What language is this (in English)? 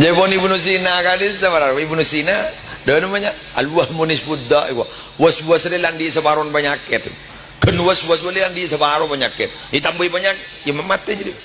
Madurese